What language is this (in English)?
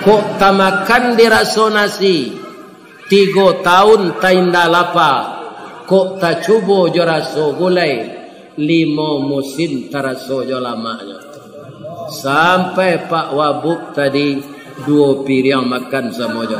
Minangkabau